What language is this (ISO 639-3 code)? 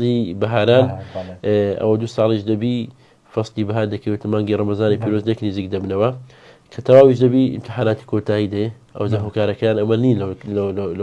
ckb